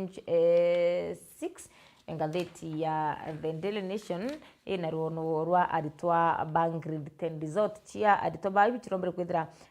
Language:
Meru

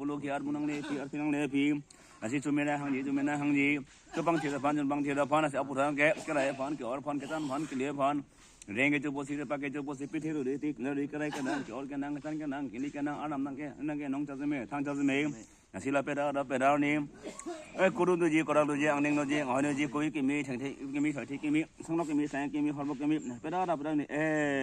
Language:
Karbi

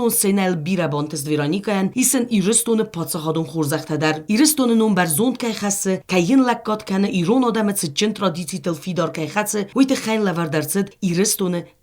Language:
Ossetic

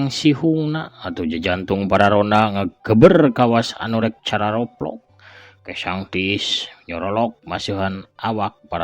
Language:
Sundanese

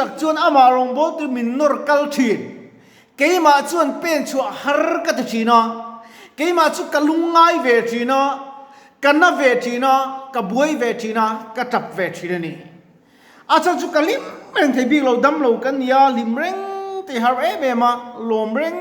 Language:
Mizo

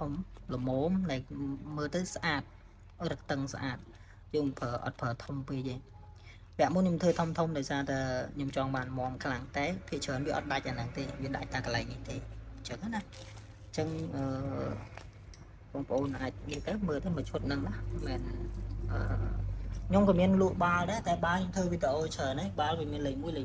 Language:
Khmer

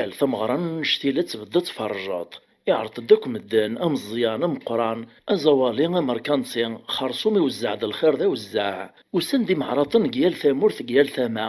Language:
Kabyle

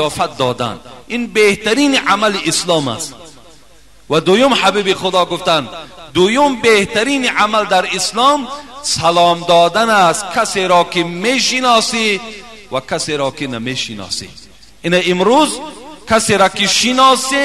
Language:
Tajik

